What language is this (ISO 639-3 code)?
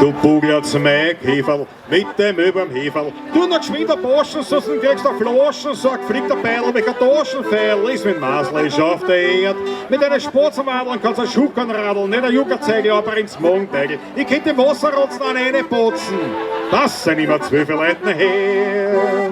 bar